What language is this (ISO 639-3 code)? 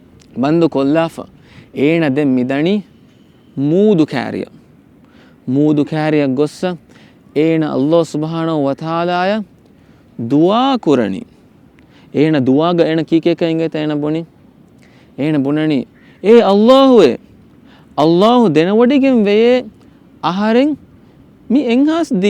div